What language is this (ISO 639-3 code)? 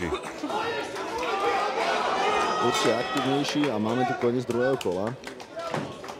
slk